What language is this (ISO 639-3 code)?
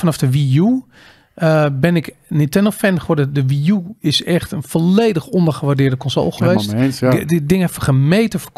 nld